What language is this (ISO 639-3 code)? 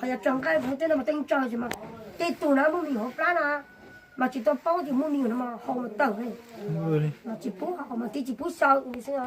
hmn